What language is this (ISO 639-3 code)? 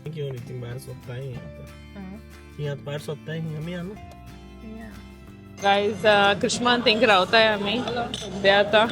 kok